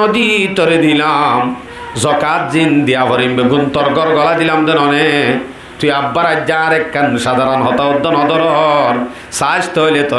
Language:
Rohingya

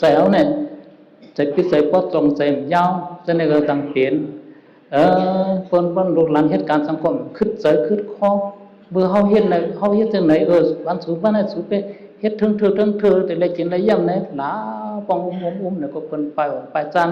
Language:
Shan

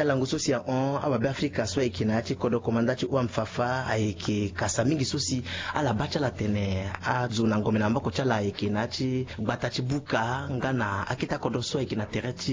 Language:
Sango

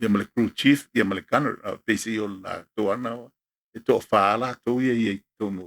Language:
Samoan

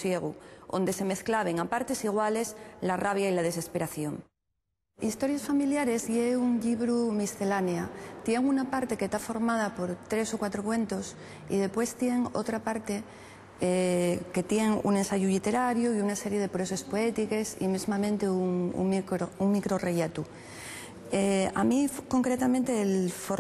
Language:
Asturian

